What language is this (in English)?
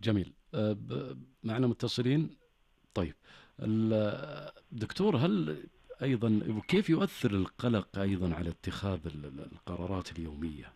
Najdi Arabic